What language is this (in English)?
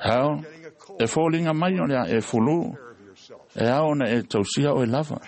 Samoan